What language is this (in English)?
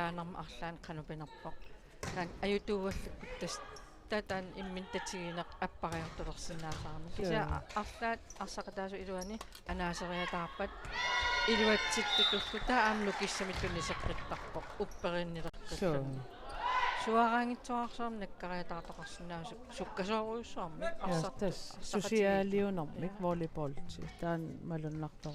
Kalaallisut